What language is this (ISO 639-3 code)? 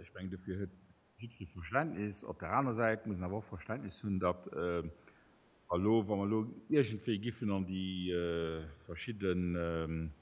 ltz